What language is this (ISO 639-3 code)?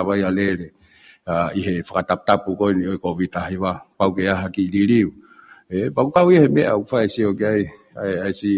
ton